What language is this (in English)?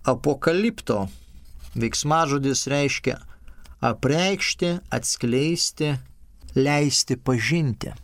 Lithuanian